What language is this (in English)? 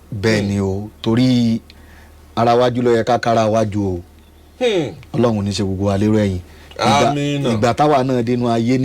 Yoruba